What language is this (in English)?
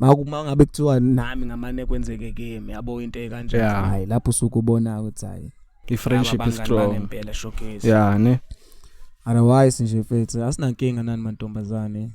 Zulu